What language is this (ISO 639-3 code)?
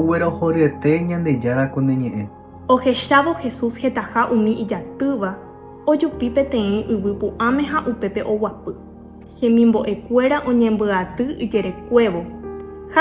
grn